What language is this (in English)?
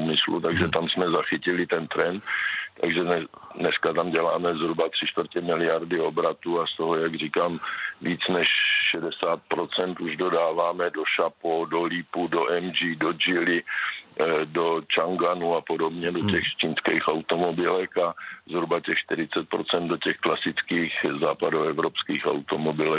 Czech